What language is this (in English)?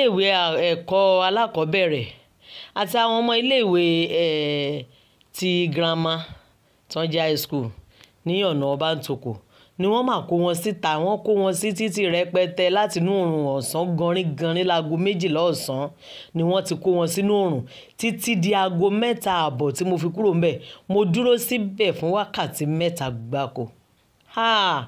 Yoruba